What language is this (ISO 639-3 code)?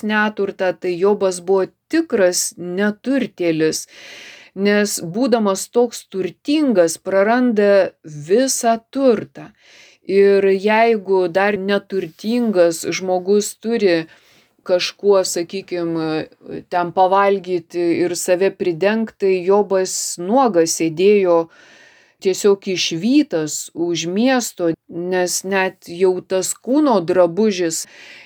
lit